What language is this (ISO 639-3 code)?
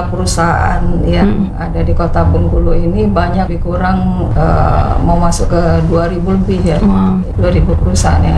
ind